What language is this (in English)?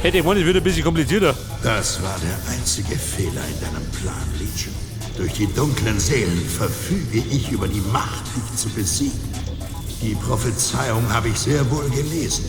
Bavarian